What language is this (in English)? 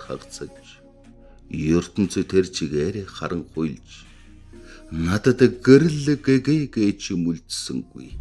Mongolian